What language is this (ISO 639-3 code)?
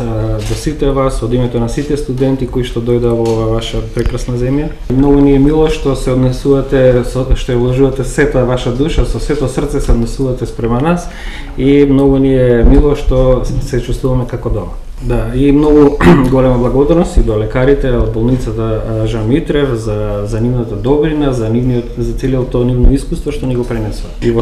mkd